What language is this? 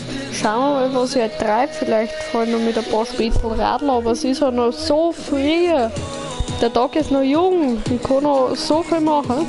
Bavarian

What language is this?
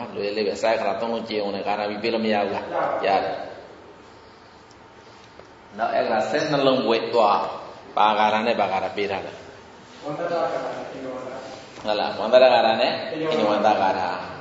Burmese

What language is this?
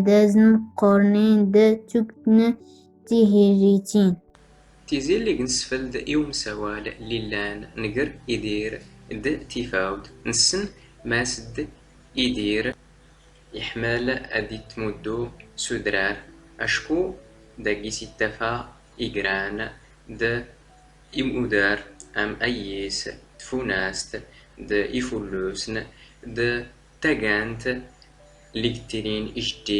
Standard Moroccan Tamazight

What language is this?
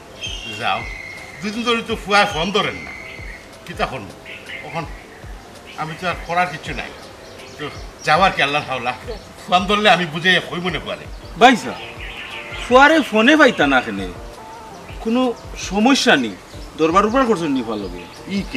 Sylheti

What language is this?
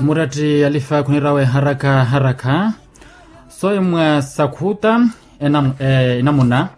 Makhuwa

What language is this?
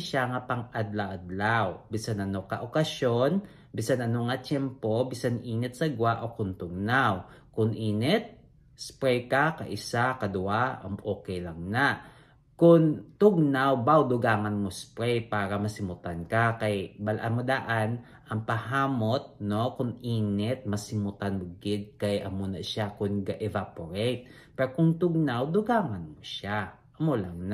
Hiligaynon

